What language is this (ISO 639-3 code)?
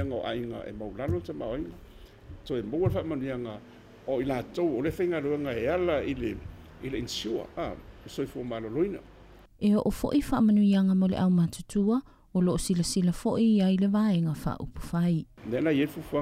smo